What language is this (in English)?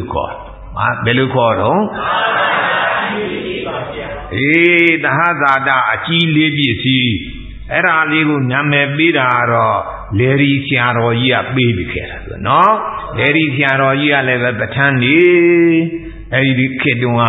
Burmese